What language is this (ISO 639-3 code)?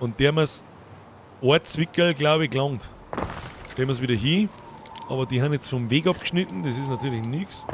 bar